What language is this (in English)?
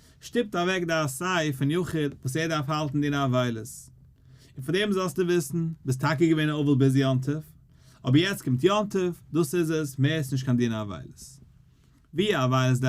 Yiddish